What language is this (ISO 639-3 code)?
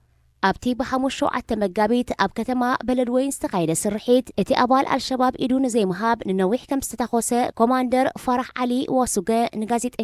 tir